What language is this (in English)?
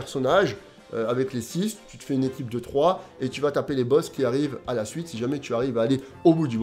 French